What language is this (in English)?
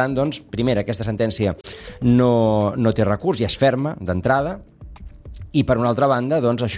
Catalan